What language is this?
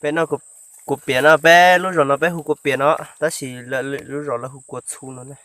Hmong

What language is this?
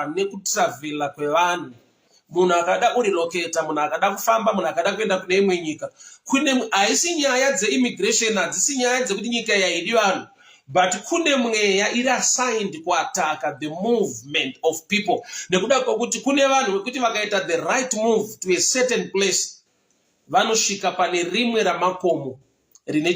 Shona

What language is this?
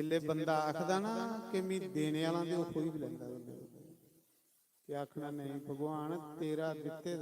Dogri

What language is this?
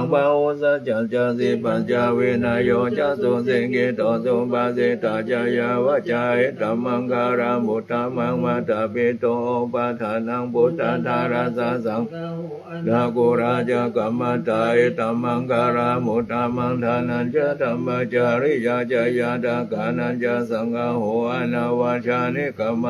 Pali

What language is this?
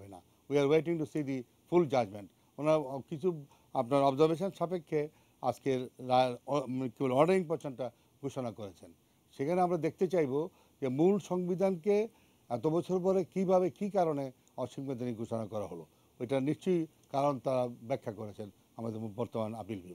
Bangla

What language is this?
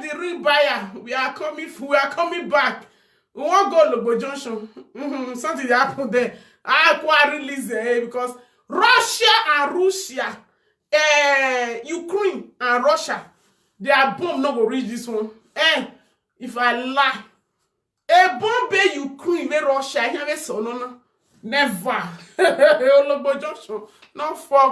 Nigerian Pidgin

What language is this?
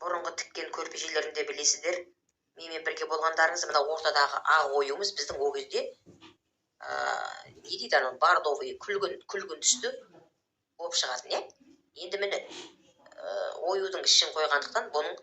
Kazakh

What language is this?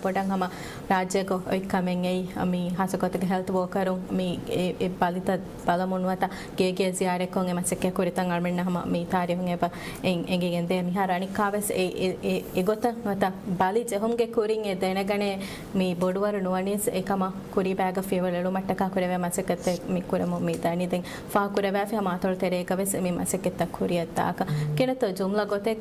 Divehi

